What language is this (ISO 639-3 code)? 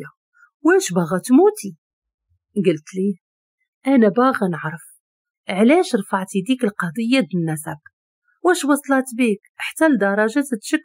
ary